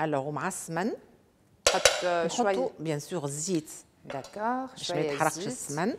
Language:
Tunisian Arabic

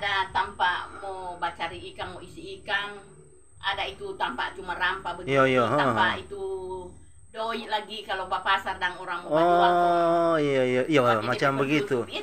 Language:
Manado Malay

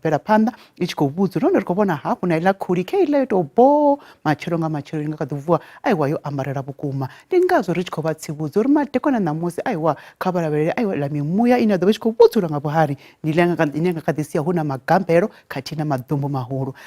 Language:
Venda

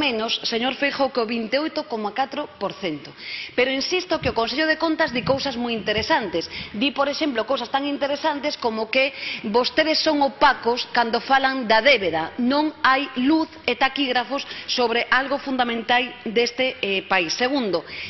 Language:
Galician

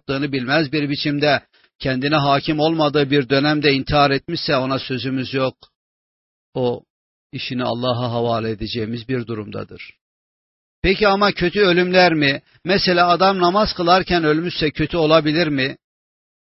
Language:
Turkish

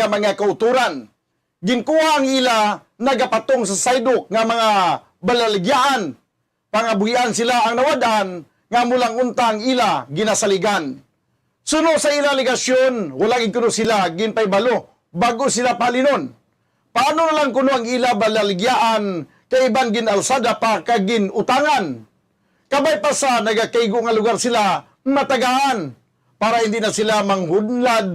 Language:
Hiligaynon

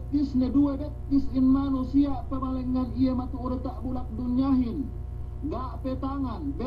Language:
Yakan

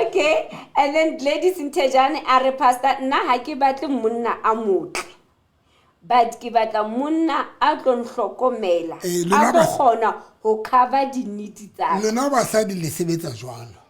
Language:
Southern Sotho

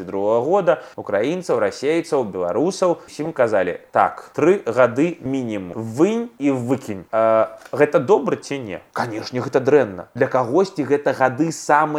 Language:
Belarusian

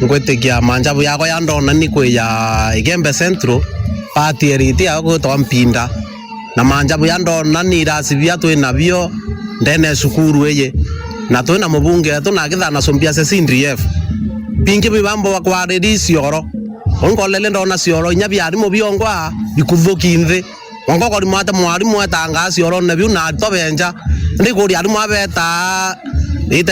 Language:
Meru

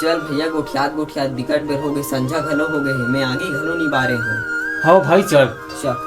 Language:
Chhattisgarhi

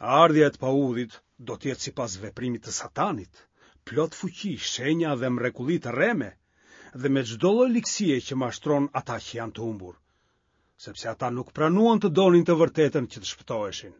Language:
Albanian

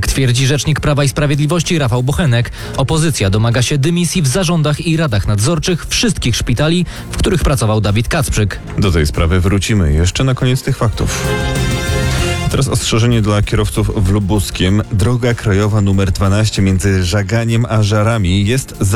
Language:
Polish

